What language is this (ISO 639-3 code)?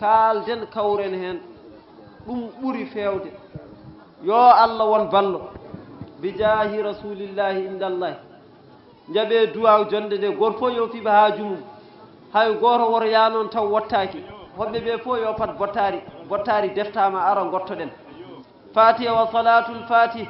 ful